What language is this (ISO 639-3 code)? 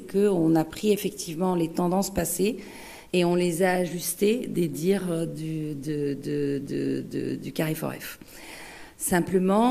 fra